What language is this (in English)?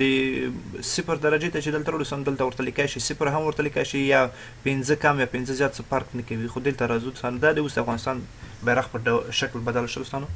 Pashto